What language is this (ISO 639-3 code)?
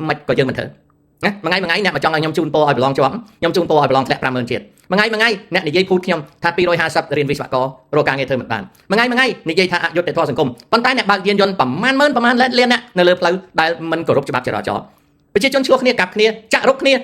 khm